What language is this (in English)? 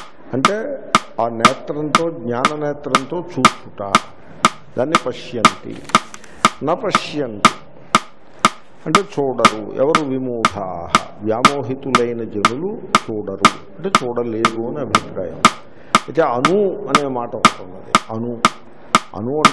Telugu